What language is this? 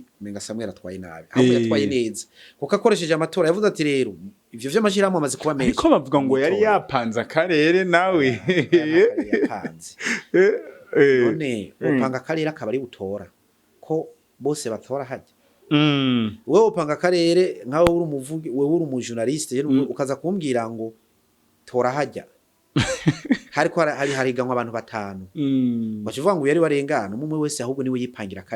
Rundi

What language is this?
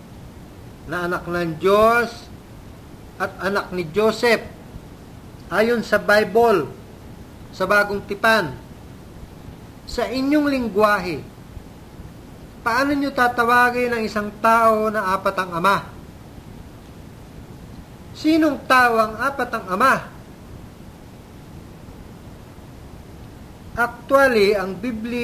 Filipino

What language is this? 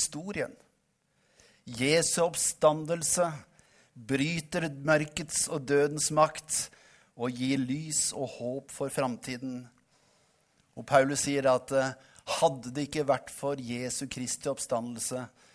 Norwegian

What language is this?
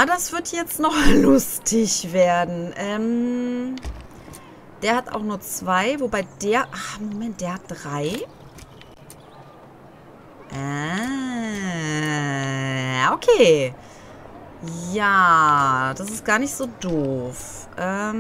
German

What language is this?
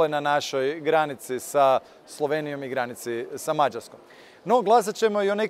Croatian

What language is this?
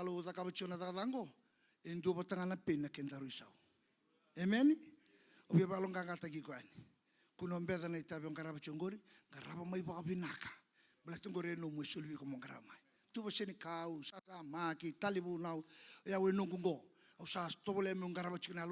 Fijian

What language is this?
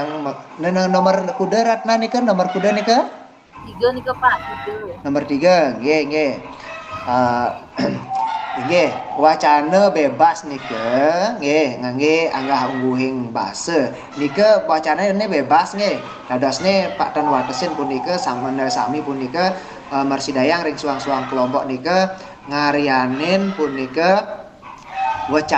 Balinese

